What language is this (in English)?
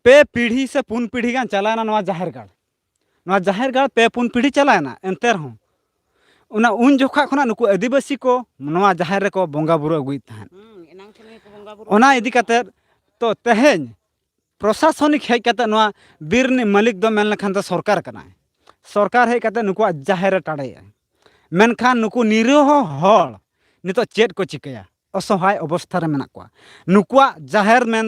Santali